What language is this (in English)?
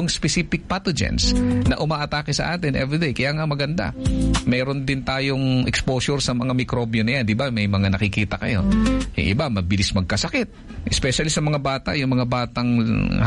Filipino